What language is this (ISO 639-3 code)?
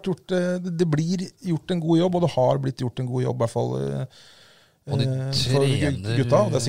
nor